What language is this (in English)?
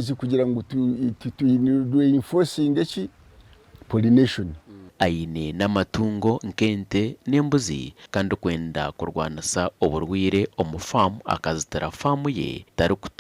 Nyankole